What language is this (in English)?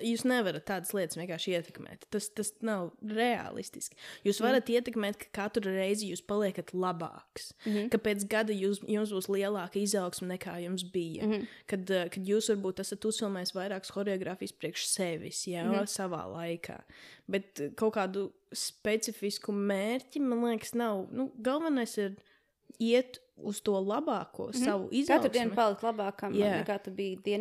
Latvian